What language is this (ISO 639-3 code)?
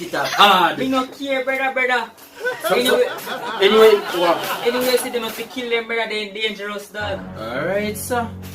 jam